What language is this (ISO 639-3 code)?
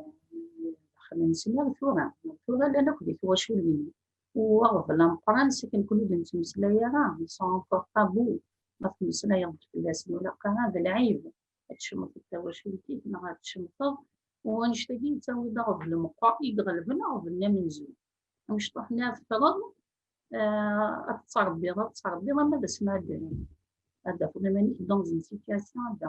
kab